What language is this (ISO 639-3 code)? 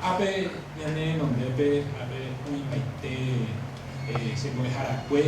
grn